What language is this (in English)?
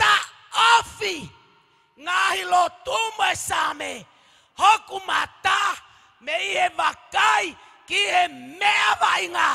Tongan